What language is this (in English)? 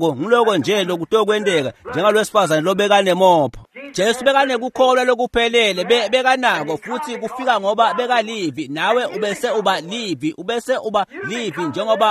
Swati